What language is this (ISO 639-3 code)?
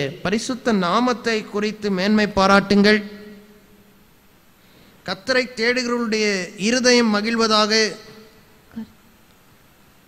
tam